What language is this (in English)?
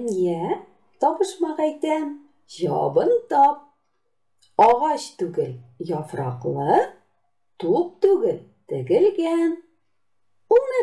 Tatar